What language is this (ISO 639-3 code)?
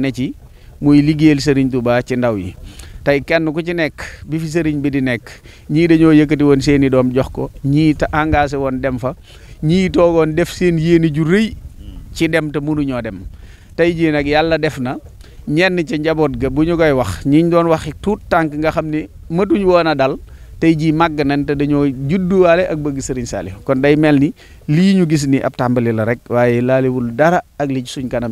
wol